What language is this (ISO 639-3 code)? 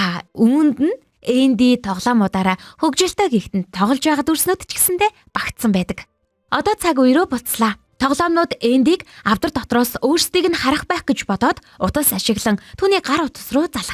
mon